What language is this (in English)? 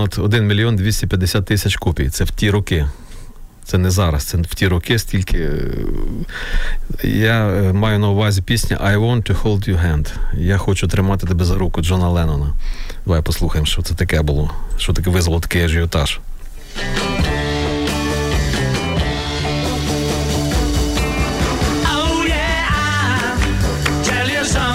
Ukrainian